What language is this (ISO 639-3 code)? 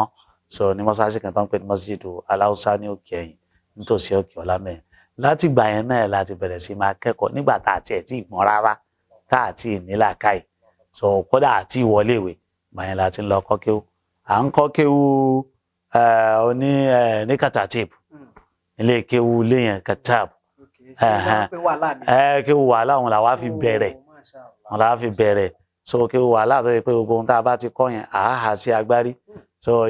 yor